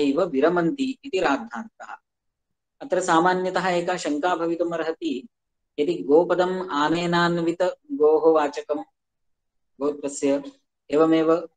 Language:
Sanskrit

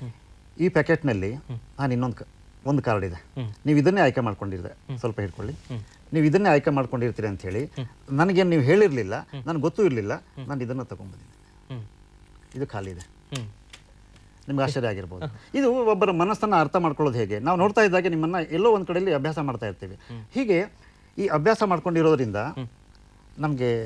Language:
Kannada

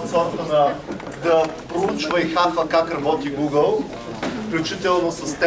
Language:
Bulgarian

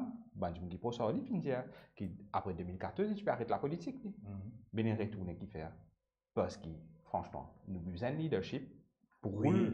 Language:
Morisyen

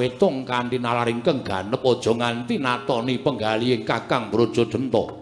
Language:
Javanese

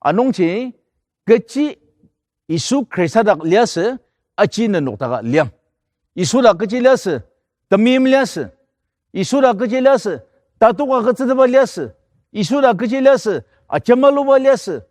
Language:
Ao Naga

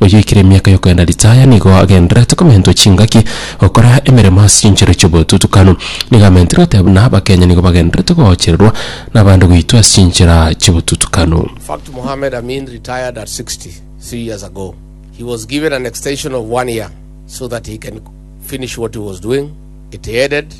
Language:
Gusii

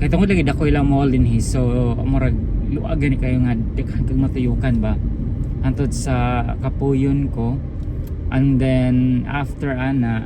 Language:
Cebuano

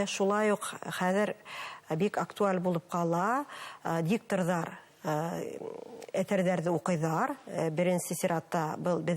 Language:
Bashkir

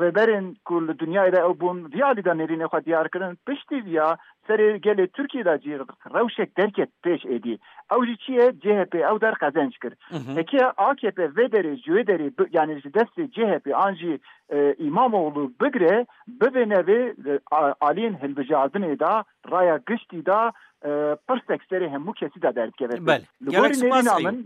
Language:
Kurdish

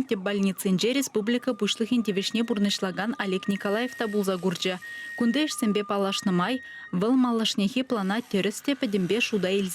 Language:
Chuvash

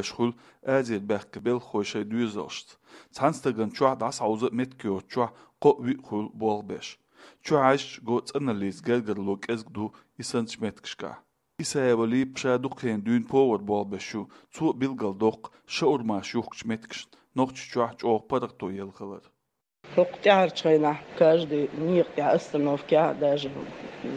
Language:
Chechen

